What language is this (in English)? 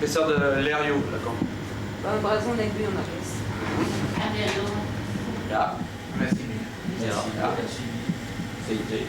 Breton